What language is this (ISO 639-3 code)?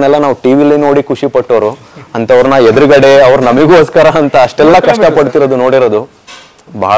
kan